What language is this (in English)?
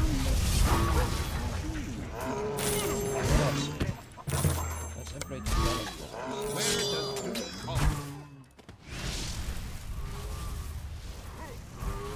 English